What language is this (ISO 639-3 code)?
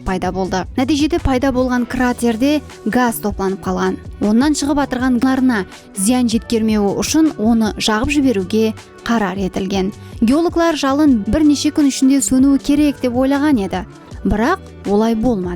kaa